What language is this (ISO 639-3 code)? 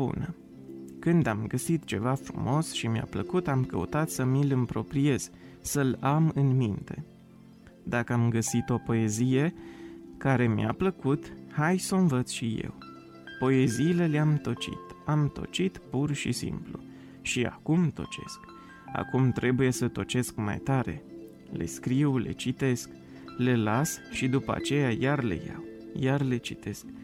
ron